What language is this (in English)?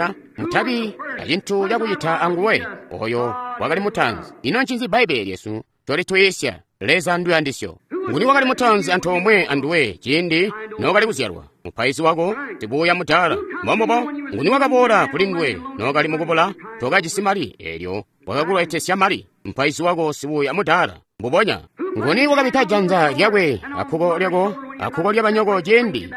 Tonga (Zambia)